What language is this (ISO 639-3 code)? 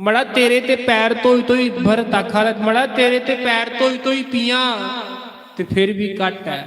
doi